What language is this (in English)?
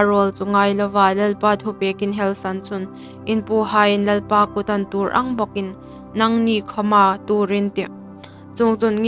Hmar